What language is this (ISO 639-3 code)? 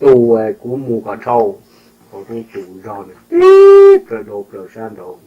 hmn